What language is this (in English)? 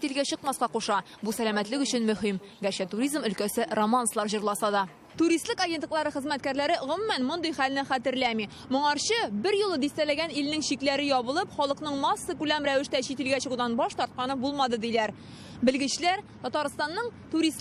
Tatar